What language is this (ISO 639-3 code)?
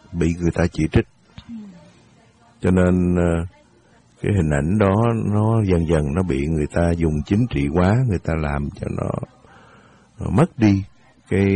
vie